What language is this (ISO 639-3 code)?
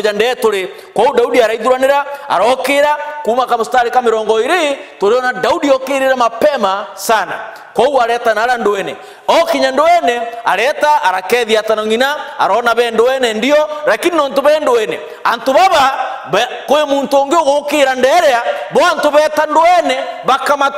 mer